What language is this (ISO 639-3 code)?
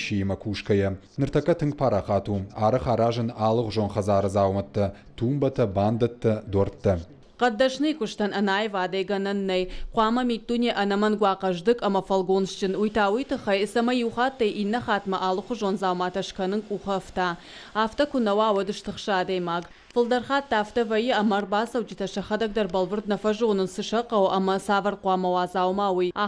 oss